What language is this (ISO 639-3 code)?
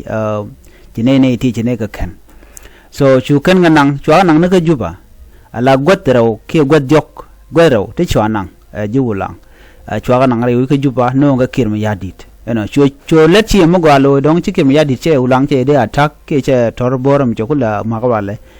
nus